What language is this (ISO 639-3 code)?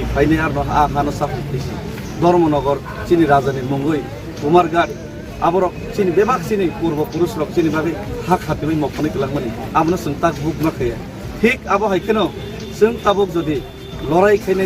trp